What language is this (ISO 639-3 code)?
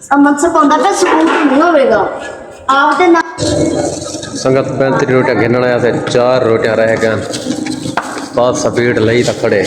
skr